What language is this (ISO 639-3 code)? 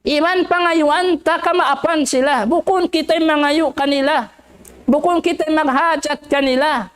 tsg